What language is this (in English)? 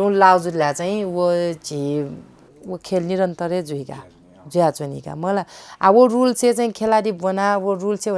Newari